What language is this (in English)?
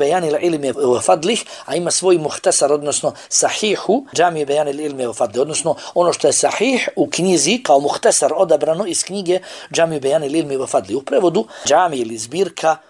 Bosnian